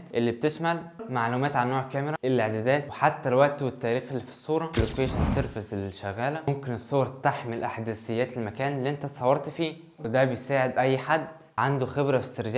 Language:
Egyptian Arabic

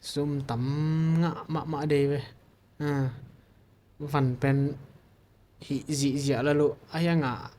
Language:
Tedim Chin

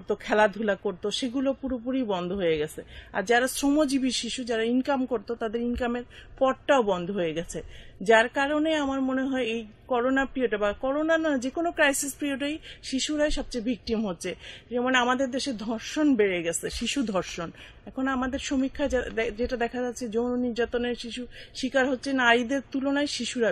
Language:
Bangla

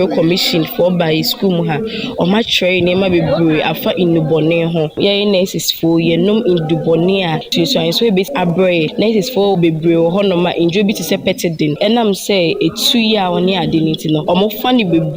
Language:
Akan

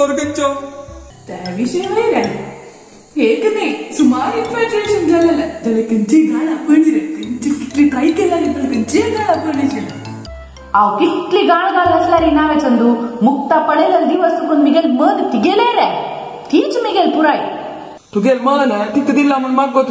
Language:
Konkani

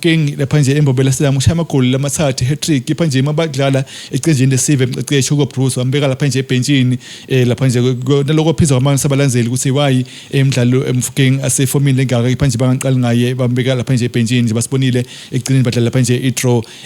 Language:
Swati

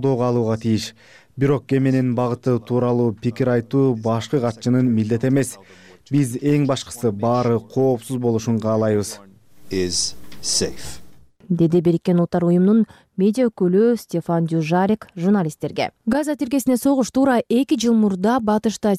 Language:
Kyrgyz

